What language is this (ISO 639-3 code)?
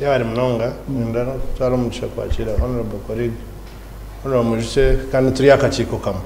nyn